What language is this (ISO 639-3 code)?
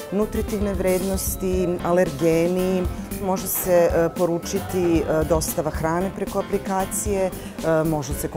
srp